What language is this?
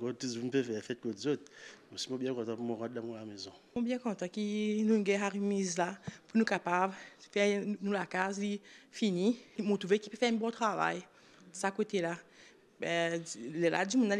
Morisyen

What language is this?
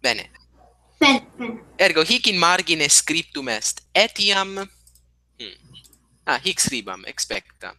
Latin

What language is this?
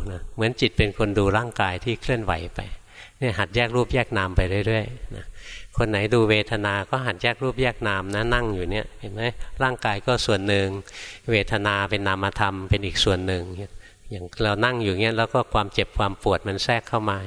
Thai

